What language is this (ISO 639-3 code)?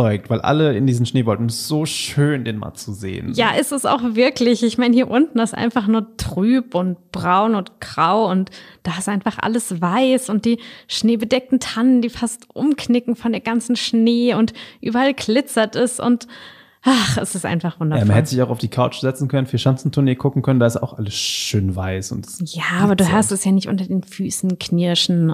deu